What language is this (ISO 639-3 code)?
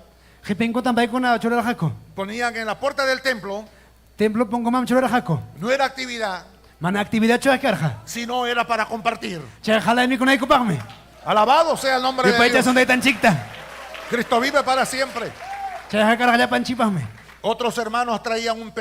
quy